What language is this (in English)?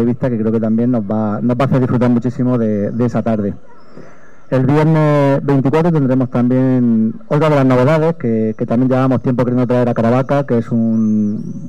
Spanish